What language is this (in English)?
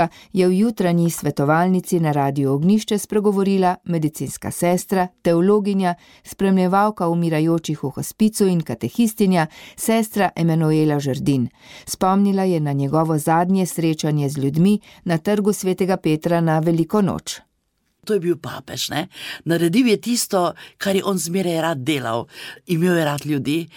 Slovenian